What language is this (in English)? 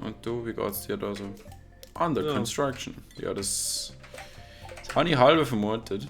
Swiss German